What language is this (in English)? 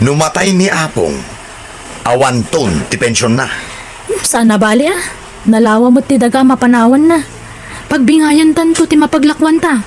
Iloko